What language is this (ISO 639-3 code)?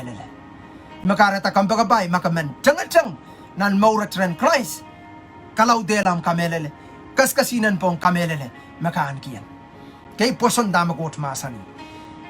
pon